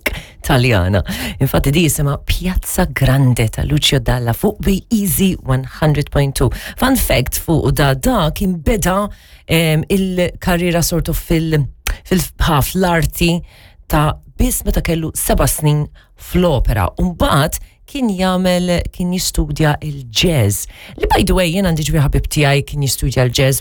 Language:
Maltese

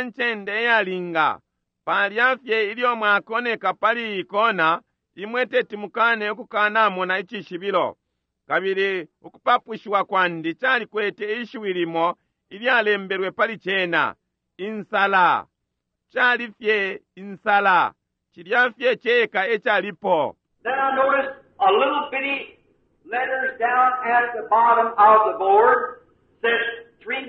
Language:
Bemba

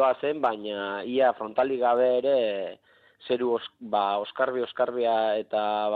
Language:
Basque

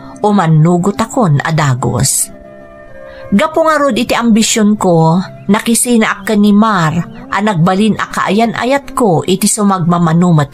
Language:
Iloko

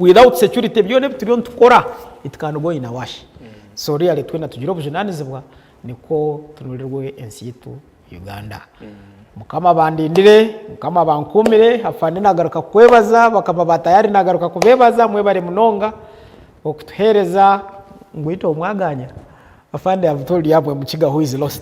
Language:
Nyankole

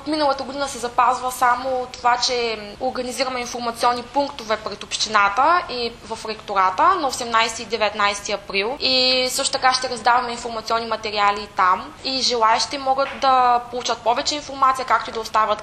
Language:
Bulgarian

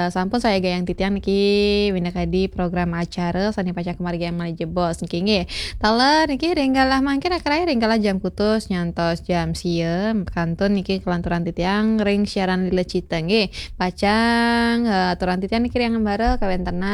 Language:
Balinese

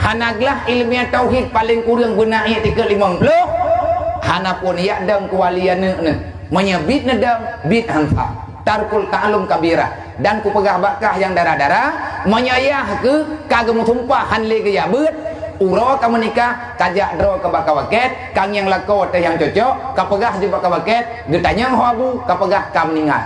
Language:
Achinese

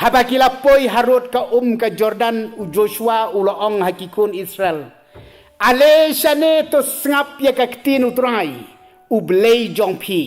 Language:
Khasi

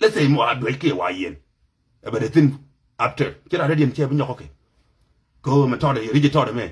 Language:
Nuer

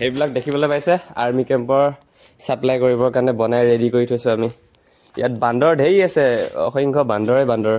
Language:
Assamese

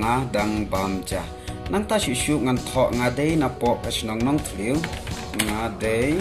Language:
Khasi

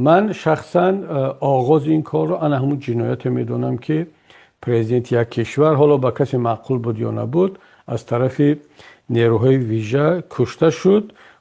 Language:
Tajik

